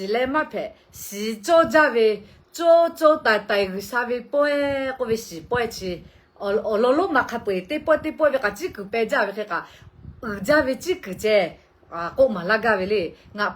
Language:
Lahu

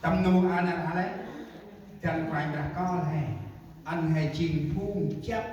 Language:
Central Mnong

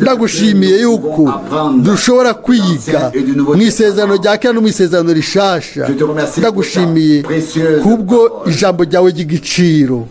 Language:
Rundi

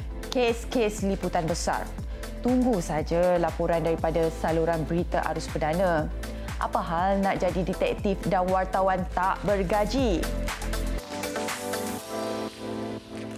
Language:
Malay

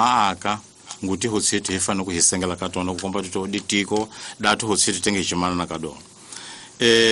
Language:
Tsonga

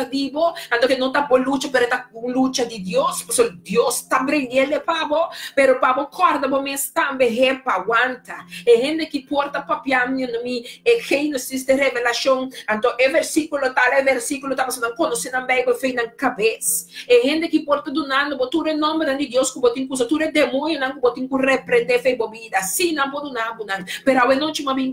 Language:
Papiamento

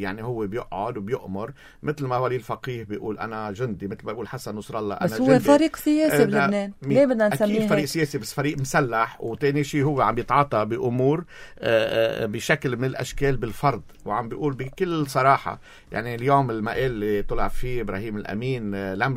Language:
North Levantine Arabic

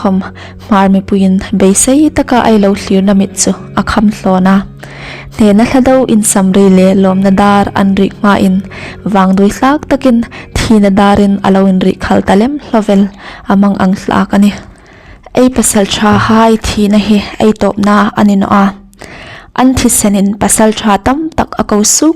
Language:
Hmar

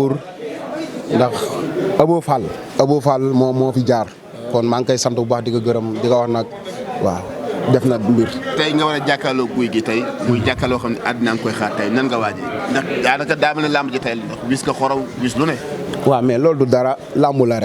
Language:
Wolof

